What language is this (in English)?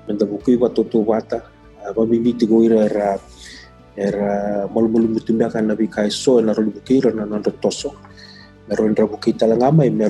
Fijian